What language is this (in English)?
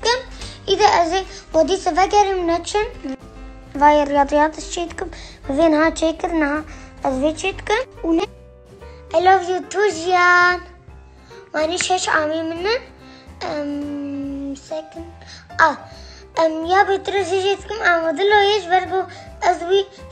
Kurdish